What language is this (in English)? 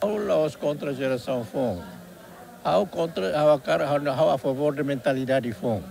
Tetum